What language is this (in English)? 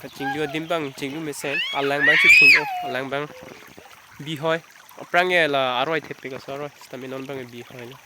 Karbi